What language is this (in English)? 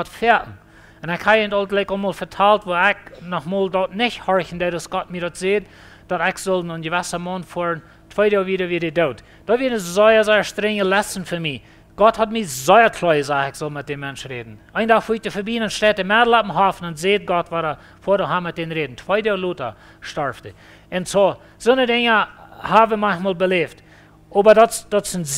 Plautdietsch